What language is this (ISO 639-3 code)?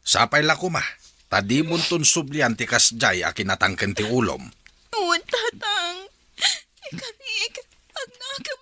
ilo